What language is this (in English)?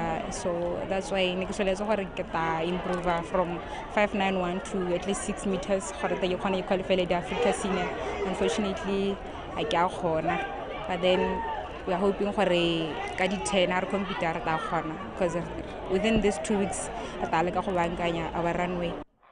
Tswana